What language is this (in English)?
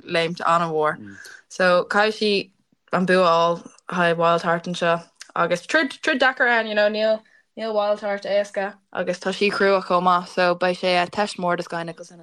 Irish